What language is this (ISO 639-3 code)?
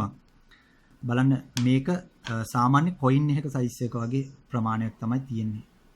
sin